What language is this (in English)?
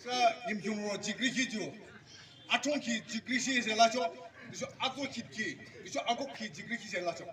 Yimchungru Naga